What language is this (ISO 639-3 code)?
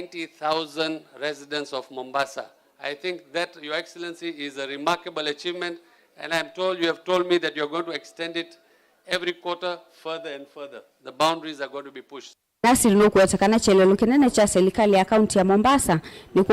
kam